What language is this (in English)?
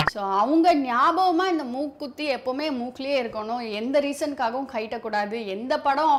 Tamil